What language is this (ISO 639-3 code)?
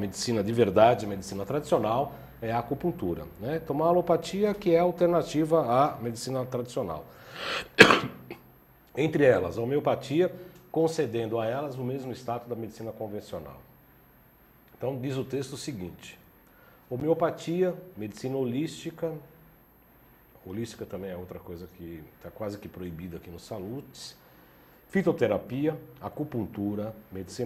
por